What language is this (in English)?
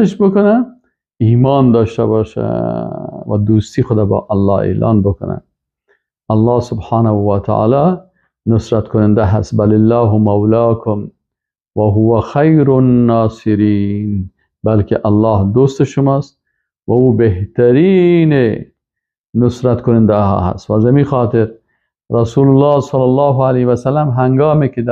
Persian